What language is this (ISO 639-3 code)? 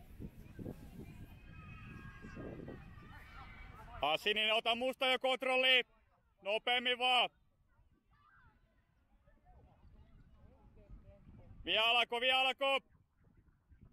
fin